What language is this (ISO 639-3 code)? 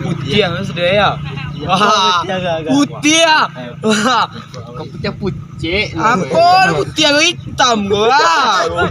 min